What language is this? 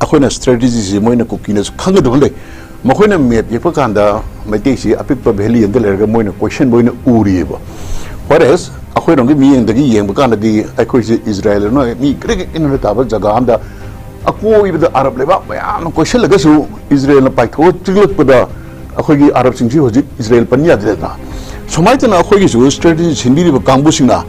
Manipuri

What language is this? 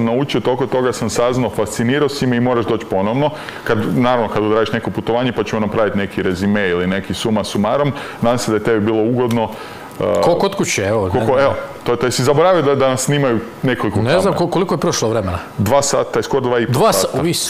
Croatian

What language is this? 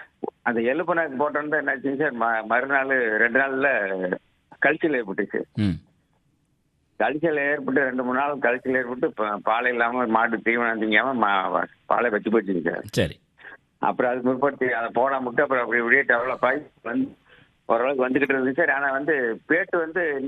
Tamil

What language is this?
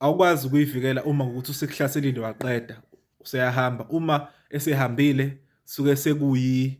Zulu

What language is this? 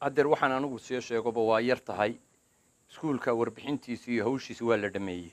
Somali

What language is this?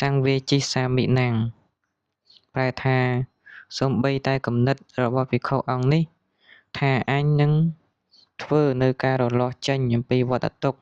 Khmer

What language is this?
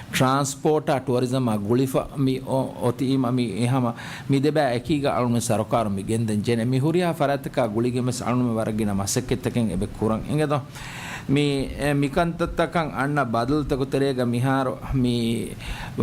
Divehi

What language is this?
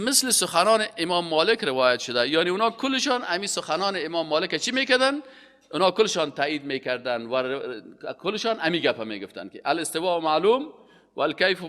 Persian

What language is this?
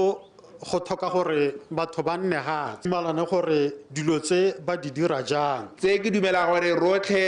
Tswana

